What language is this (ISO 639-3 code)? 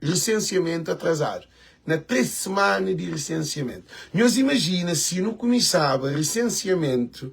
kea